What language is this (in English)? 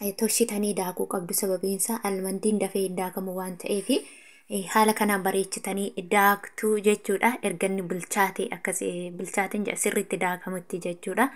Oromo